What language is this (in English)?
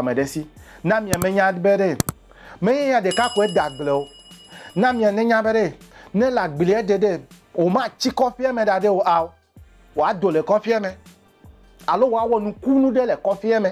Ewe